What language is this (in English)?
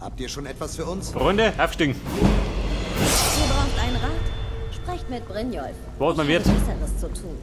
Bavarian